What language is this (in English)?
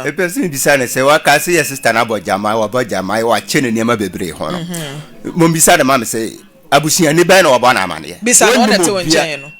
Akan